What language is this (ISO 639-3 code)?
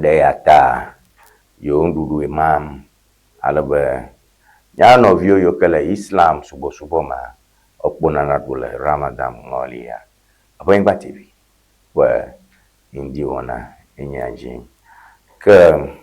ewe